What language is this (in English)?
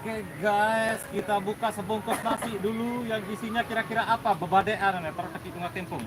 Sasak